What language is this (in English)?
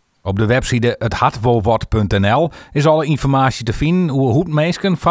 Western Frisian